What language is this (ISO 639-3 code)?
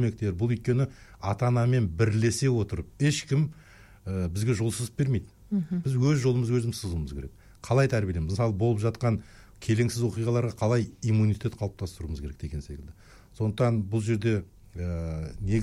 kaz